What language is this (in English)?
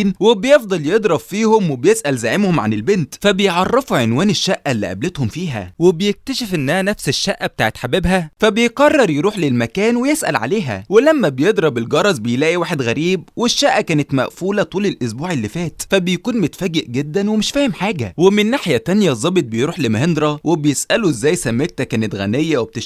Egyptian Arabic